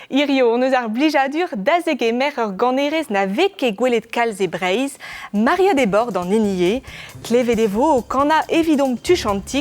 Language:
Breton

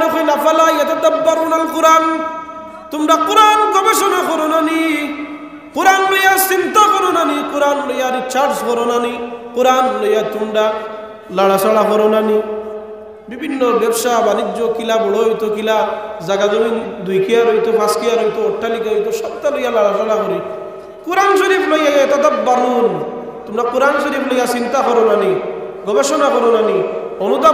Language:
Sylheti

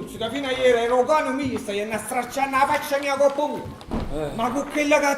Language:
Neapolitan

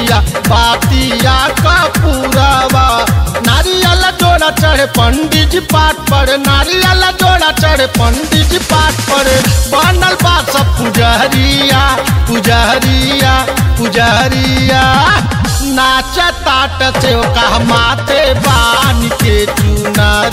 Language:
Bhojpuri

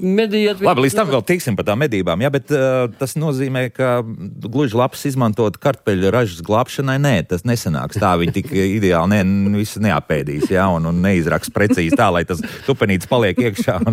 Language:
Latvian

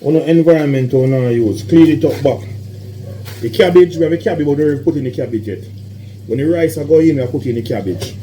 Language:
Jamaican Creole English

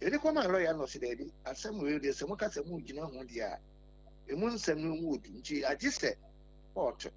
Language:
Akan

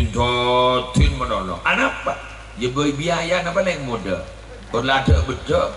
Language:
Madurese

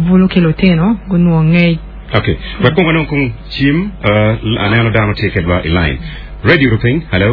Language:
Acoli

